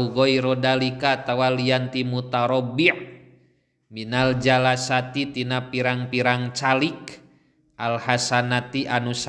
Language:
Sundanese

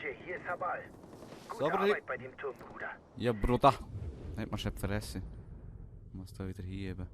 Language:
Swiss German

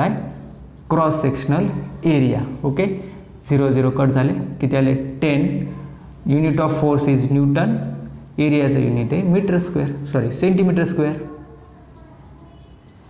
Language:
Marathi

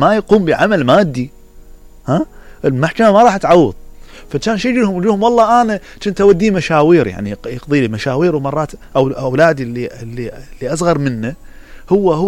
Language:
Mesopotamian Arabic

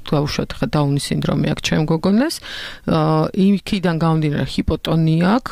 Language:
Georgian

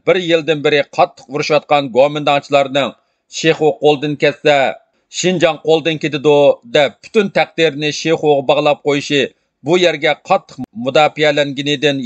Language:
Uyghur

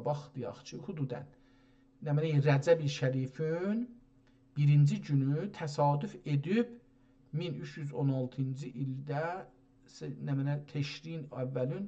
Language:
South Azerbaijani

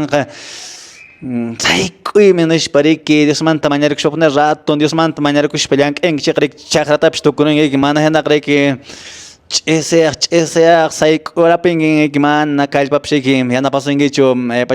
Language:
Quechua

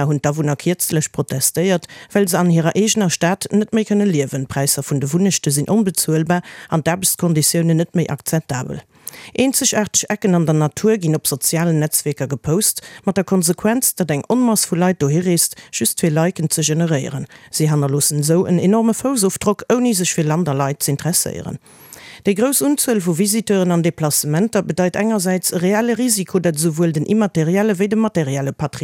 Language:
Luxembourgish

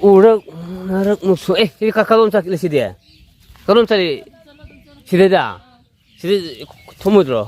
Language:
Manipuri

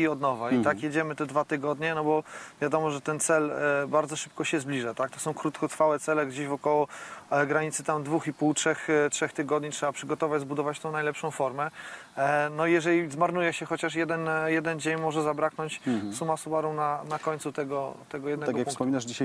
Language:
Polish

